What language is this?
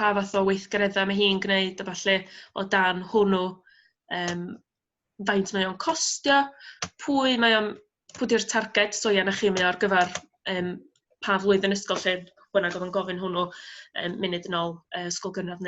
Welsh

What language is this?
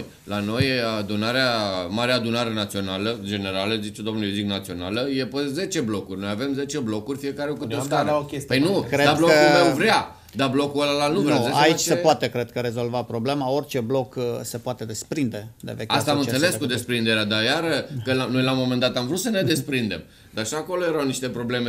Romanian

